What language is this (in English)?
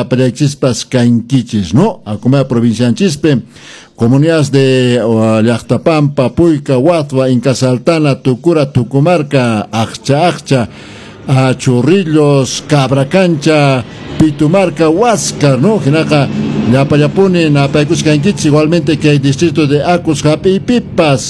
Quechua